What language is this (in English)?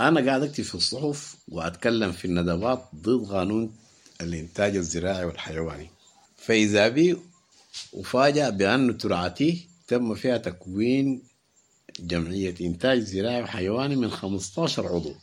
Sudanese Arabic